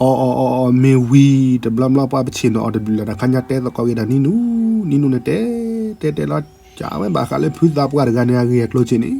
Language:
S'gaw Karen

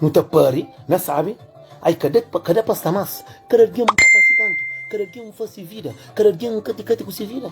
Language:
Kabuverdianu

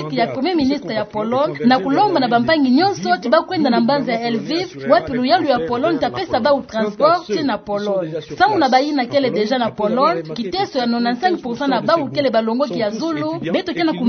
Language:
Kituba (Democratic Republic of Congo)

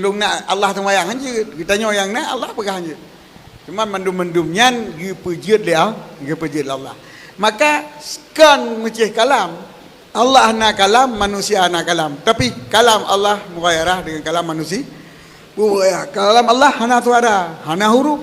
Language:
Achinese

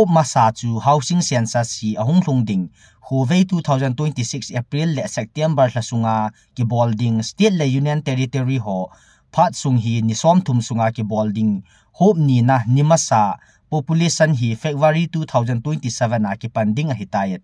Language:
Thado Chin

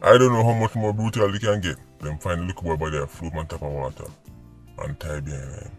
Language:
Jamaican Creole English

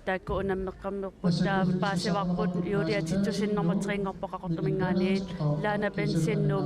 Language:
Kalaallisut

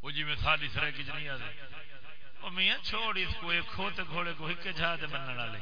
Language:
Saraiki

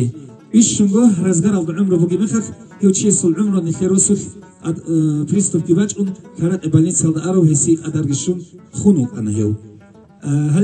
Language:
Avaric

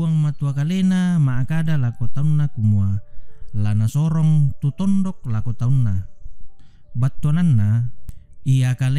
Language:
Toraja-Sa'dan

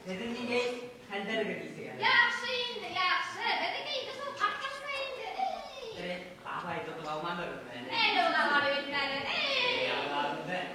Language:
Bashkir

